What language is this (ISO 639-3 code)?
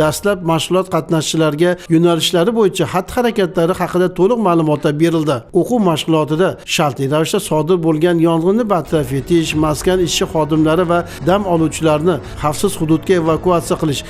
uzb